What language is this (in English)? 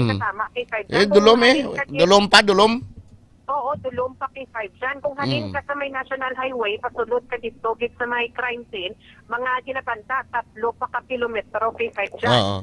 Hiligaynon